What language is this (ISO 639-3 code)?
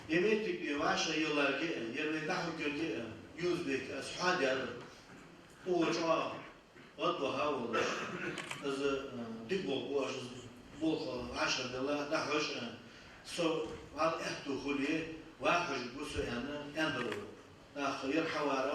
inh